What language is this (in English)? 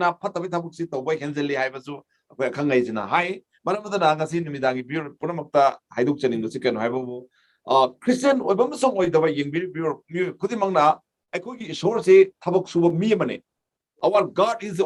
Manipuri